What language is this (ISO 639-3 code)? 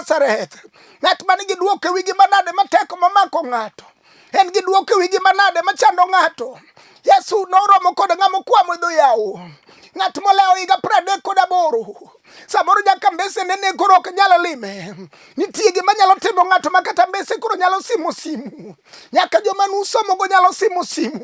luo